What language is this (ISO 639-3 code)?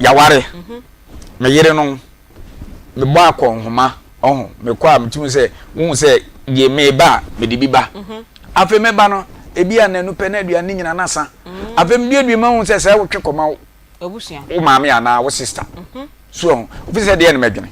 aka